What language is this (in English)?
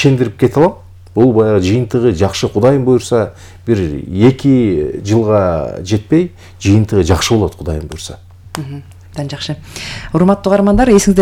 Kyrgyz